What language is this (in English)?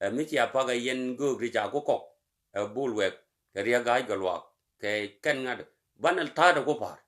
Nuer